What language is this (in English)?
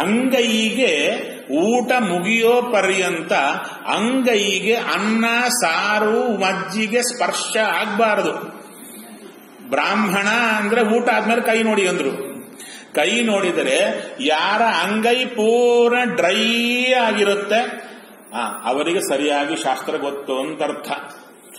Kannada